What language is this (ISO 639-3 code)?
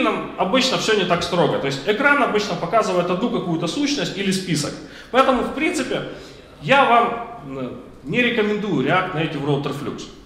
rus